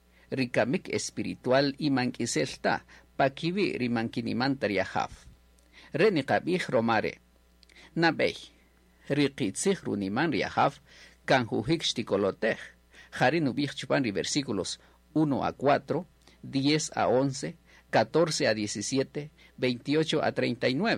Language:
Kaqchikel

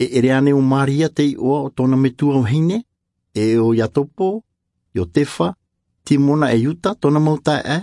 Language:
Tahitian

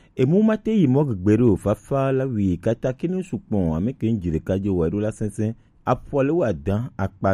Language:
Gen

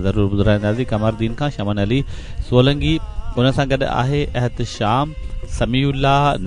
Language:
Sindhi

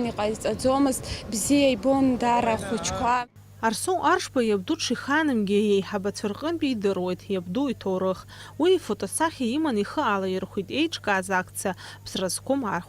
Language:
Abkhazian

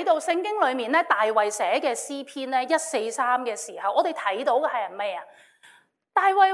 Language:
Cantonese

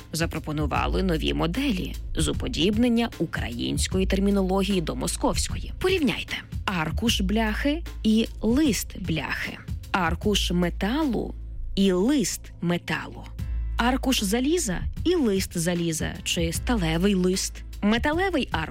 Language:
Ukrainian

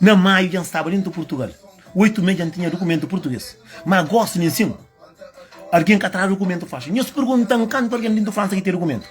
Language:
Kabuverdianu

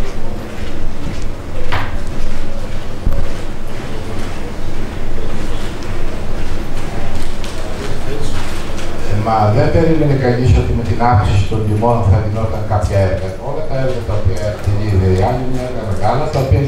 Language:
Greek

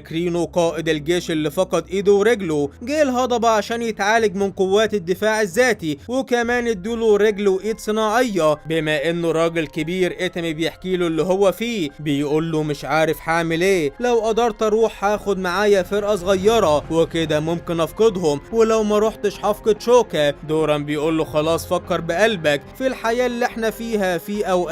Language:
Egyptian Arabic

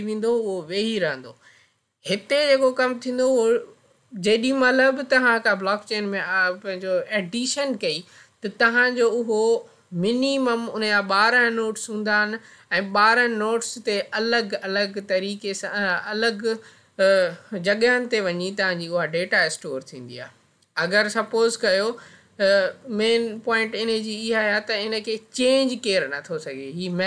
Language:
Sindhi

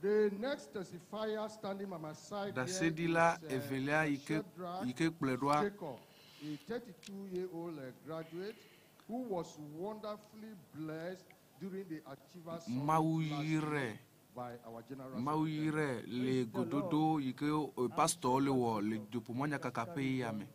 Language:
Ewe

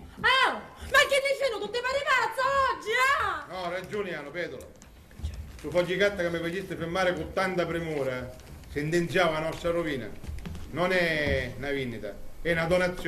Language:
Sicilian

